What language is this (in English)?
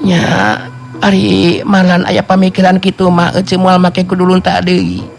Sundanese